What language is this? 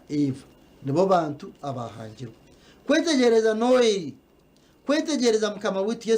Nyankole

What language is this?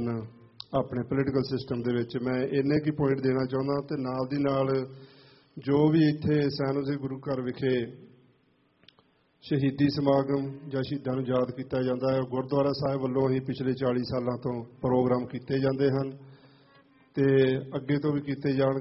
Punjabi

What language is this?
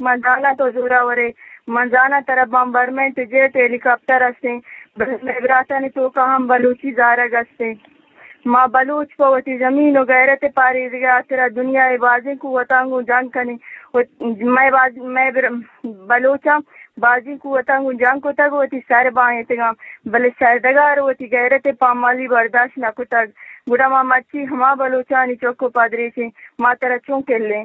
Eastern Balochi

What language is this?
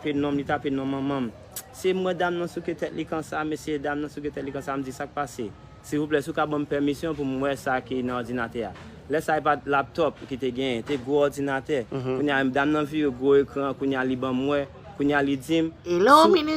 Haitian Creole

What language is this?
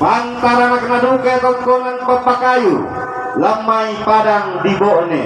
Toraja-Sa'dan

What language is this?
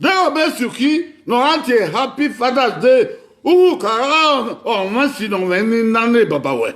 Bini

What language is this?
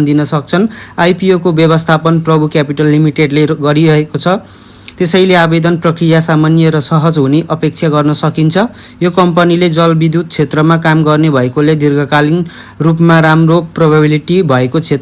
Nepali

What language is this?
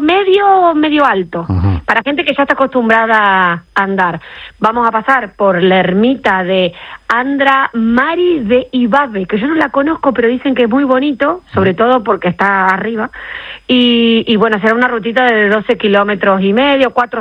Spanish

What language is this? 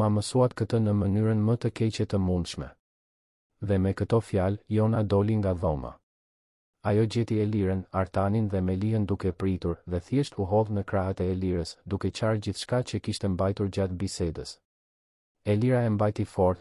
Albanian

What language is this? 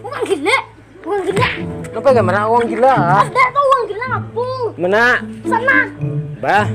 Banjar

